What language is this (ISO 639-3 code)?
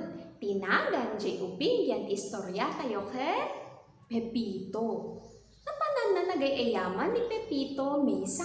ilo